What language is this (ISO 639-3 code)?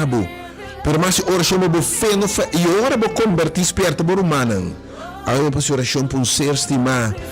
pap